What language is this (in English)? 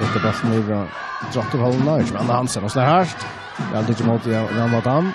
Faroese